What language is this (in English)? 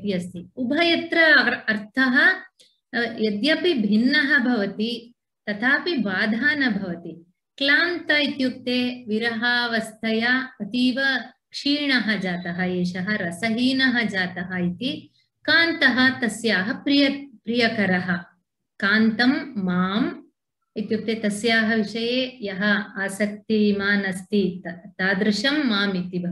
Sanskrit